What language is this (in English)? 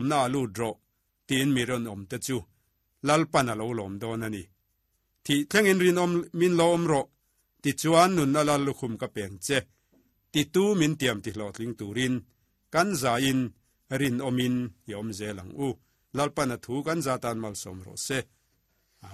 Mizo